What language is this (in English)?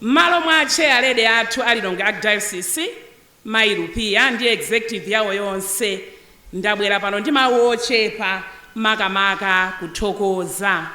Nyanja